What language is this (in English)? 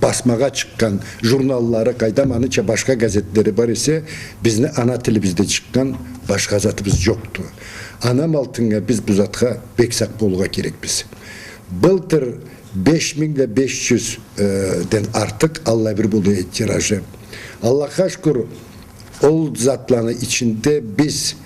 Karachay-Balkar